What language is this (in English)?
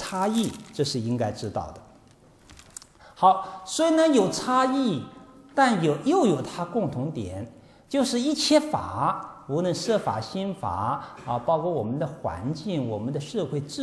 Chinese